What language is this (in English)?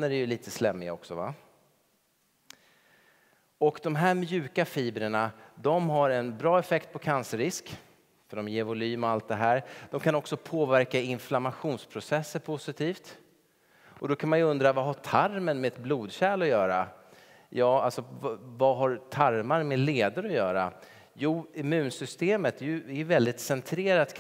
Swedish